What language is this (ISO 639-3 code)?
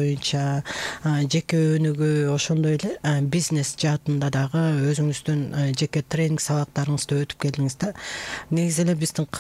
kir